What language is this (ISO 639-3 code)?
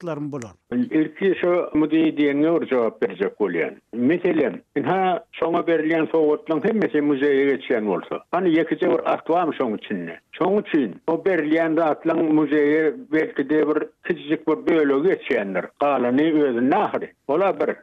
tuk